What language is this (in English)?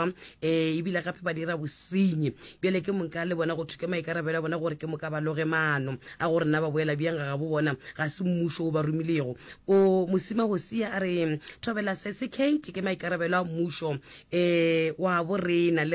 Northern Sotho